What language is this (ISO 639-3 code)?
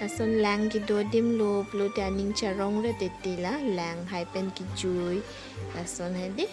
mjw